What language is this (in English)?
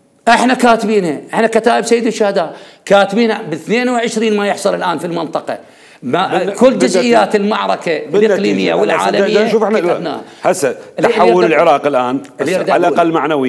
Mesopotamian Arabic